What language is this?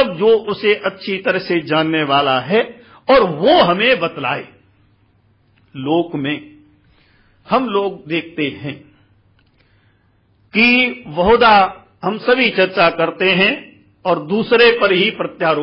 Hindi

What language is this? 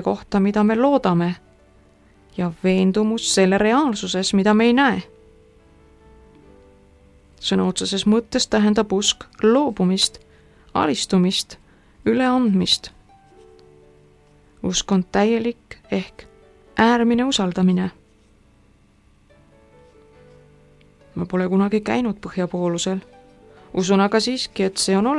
Estonian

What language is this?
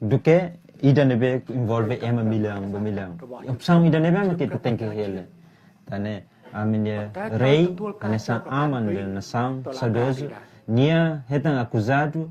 Tetum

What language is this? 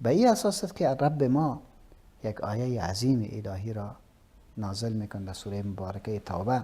Persian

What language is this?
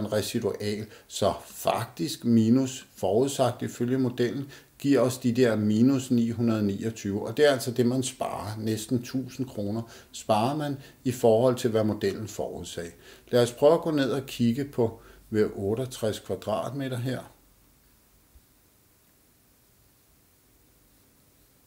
Danish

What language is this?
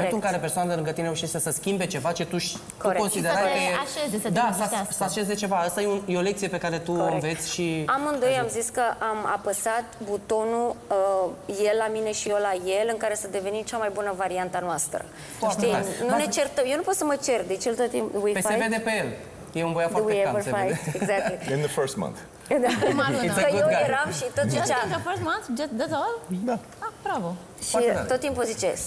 Romanian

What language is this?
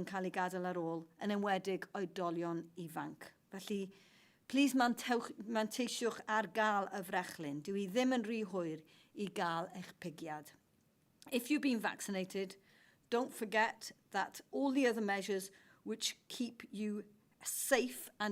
Welsh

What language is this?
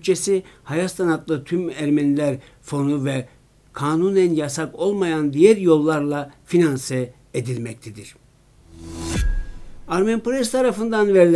Turkish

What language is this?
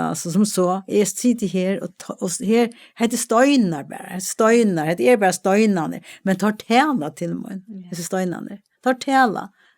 Faroese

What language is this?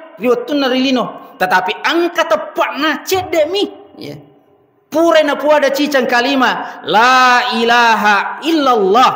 Buginese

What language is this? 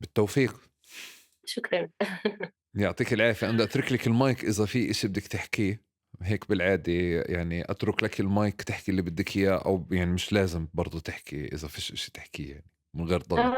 North Levantine Arabic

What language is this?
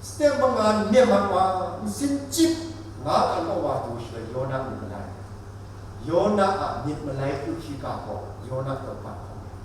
Kachin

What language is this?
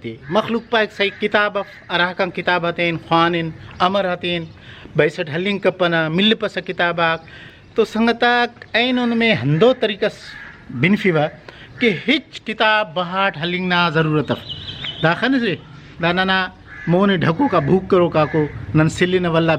Brahui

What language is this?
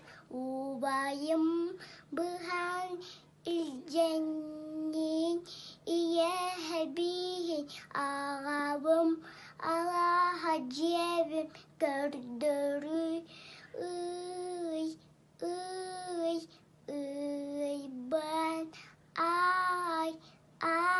Yakut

